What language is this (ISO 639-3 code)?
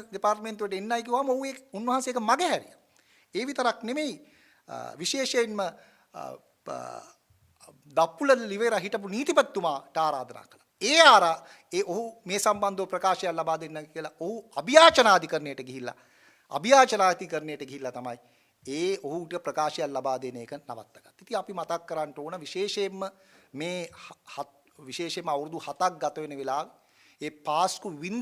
sin